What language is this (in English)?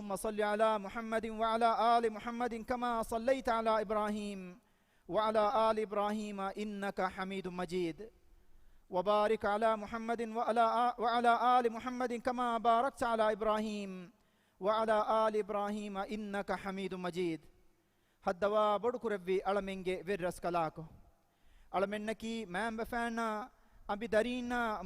Divehi